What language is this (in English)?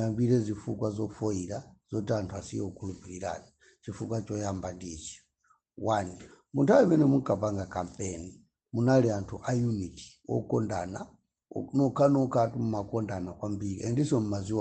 Nyanja